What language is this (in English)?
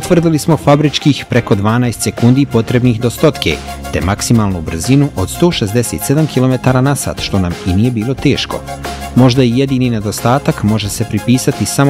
Bosnian